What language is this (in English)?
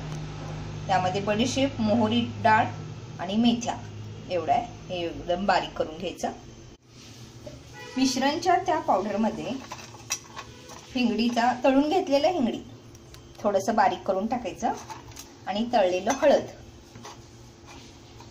Marathi